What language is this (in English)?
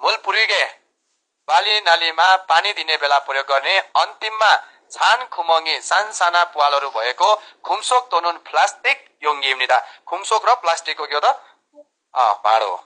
Nepali